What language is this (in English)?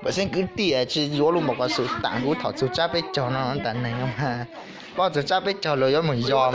Hmong